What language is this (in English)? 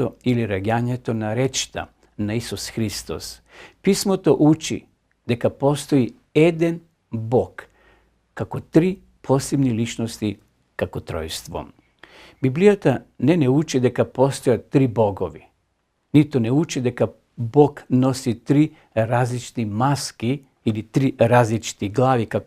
Macedonian